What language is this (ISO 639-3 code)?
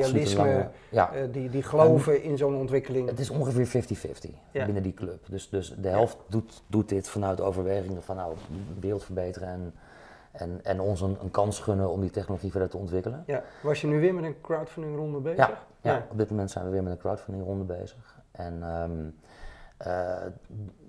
nld